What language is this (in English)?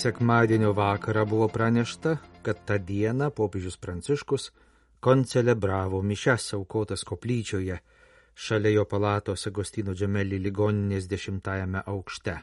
Lithuanian